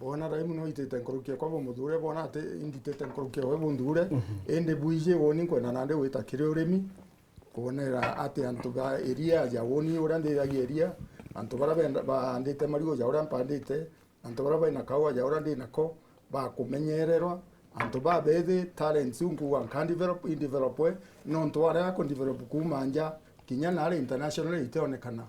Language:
Meru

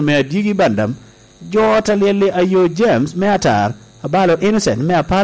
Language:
Lango (Uganda)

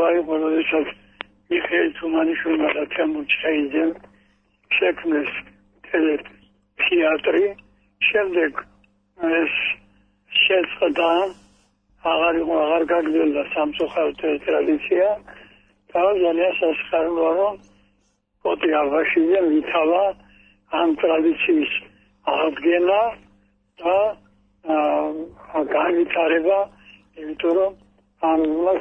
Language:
Georgian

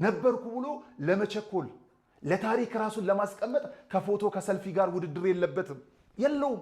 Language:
Amharic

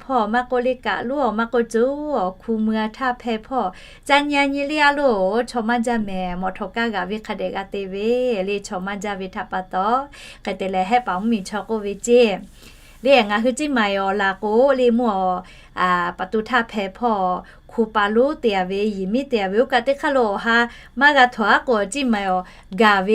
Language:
Lahu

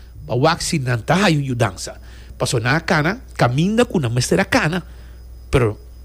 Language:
Papiamento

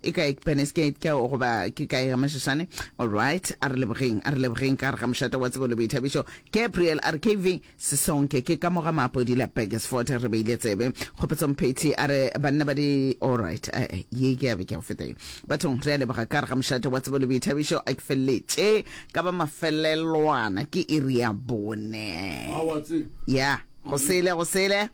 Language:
Northern Sotho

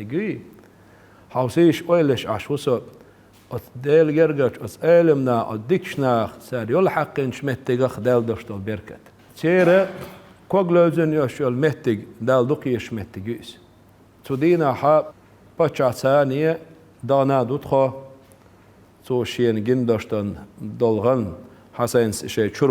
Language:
Chechen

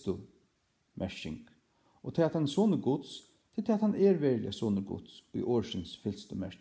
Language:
Faroese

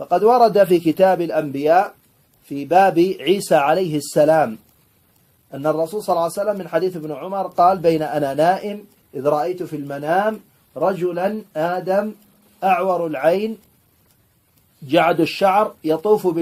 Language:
Arabic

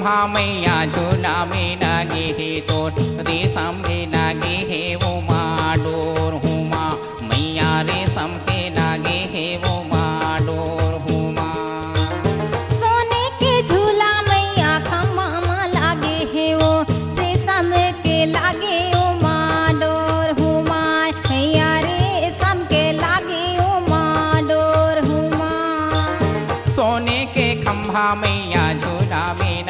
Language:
Chhattisgarhi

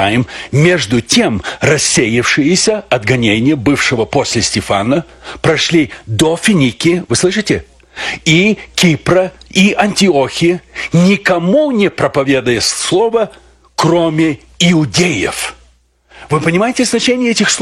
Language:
Russian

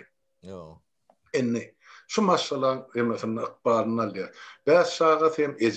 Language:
Turkmen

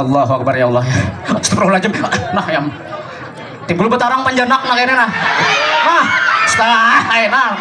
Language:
Banjar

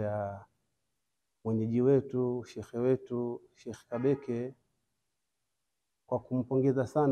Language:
Swahili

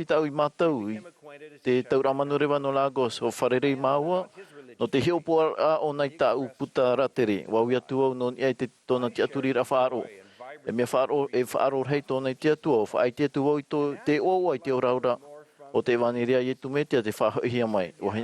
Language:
Tahitian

